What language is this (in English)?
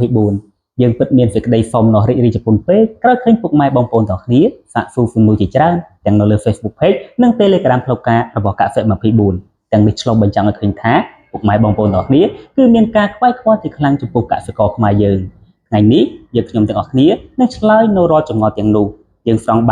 Khmer